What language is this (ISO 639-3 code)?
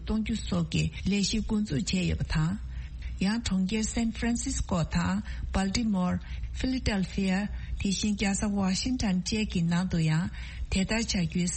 bod